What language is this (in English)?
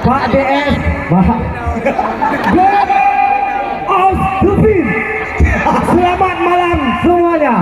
Achinese